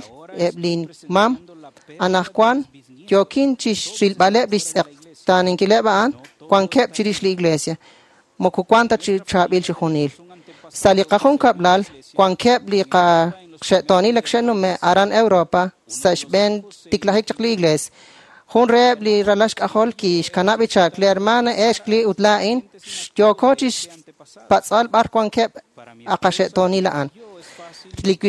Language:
Kekchí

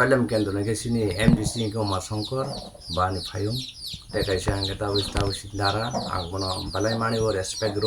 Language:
Kok Borok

